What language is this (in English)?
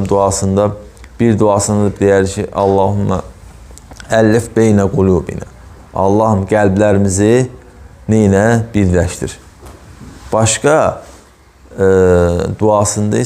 Azerbaijani